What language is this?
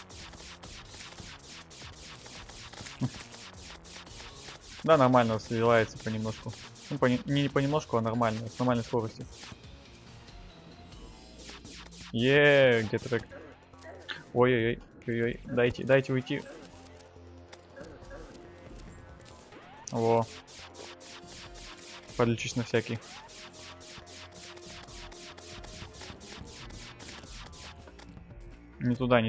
Russian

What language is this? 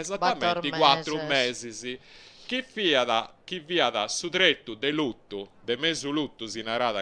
Sardinian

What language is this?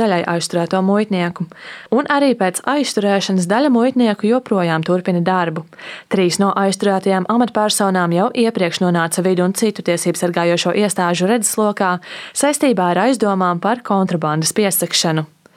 Latvian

